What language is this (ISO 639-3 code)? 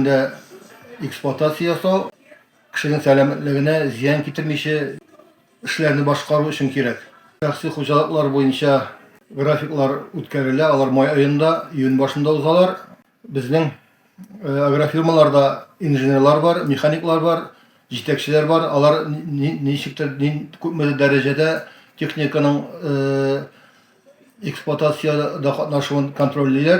tat